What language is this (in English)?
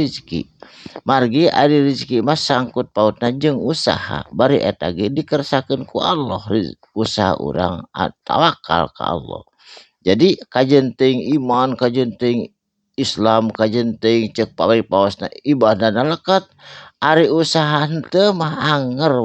Sundanese